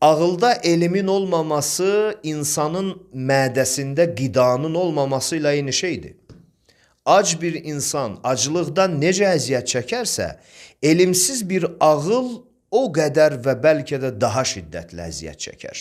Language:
Azerbaijani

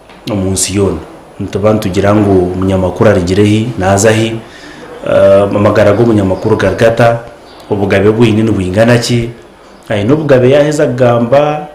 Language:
Nyankole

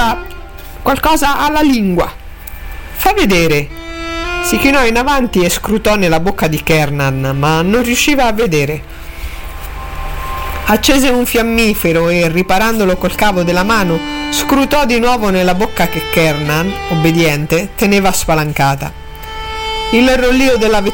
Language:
Italian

